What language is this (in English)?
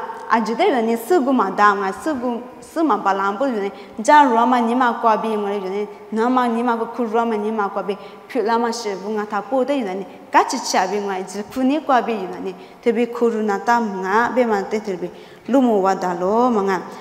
Lisu